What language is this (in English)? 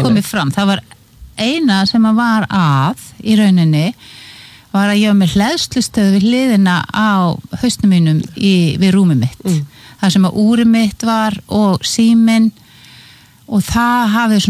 Icelandic